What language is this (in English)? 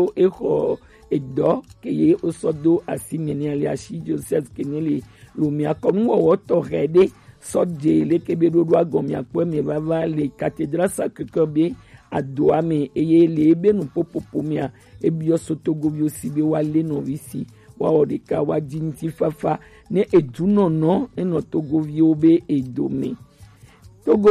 Gen